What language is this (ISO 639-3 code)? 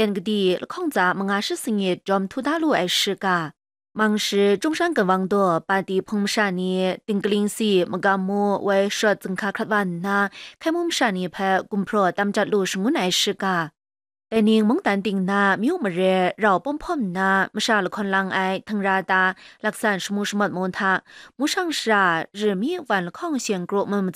kac